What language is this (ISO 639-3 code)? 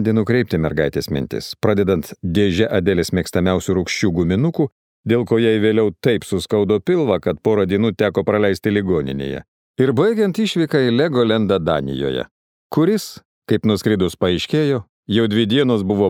lit